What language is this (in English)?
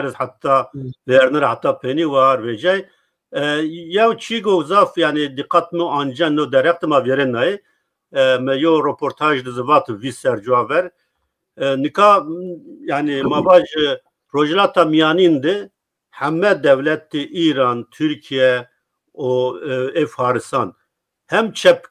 Zaza